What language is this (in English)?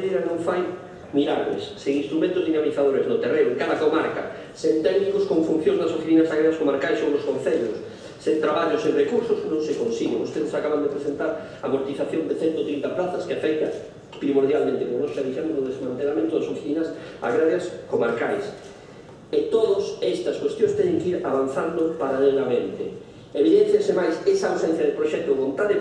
Galician